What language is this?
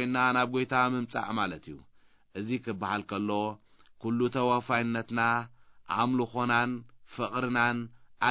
Tigrinya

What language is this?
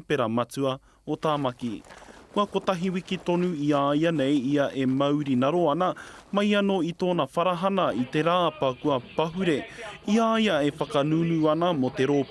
Māori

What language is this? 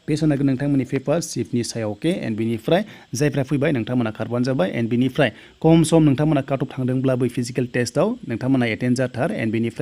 Bodo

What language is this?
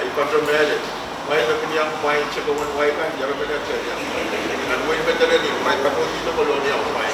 Pohnpeian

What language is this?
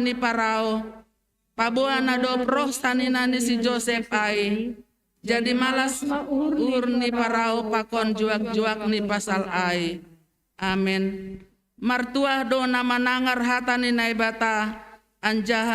Batak Simalungun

